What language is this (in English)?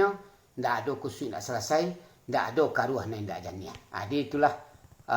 Minangkabau